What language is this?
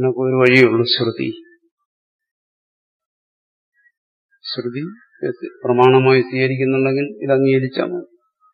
Malayalam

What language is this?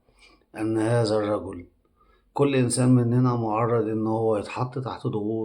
Egyptian Arabic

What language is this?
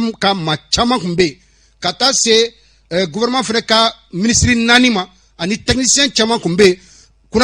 Bambara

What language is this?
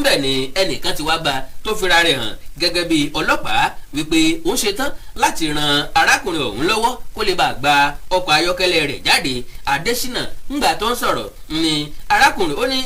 Yoruba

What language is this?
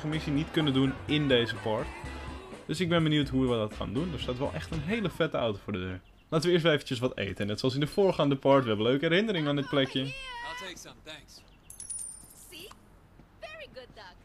Dutch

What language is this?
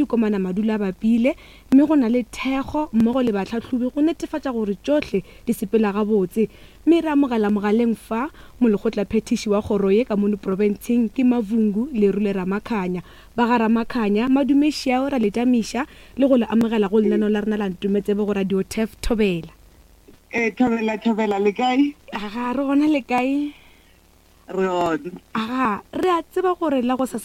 Northern Sotho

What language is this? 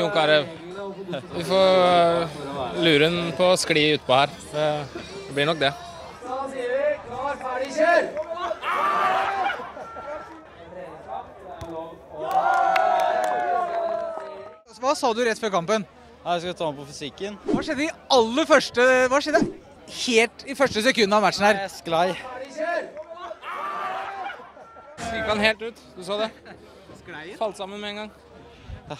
Norwegian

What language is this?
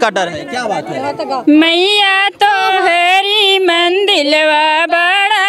Bhojpuri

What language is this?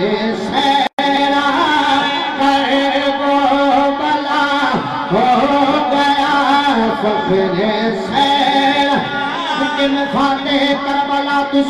Saraiki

